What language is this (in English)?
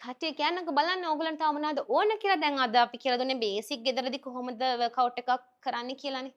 Sinhala